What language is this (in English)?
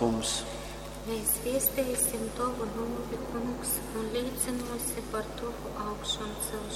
Latgalian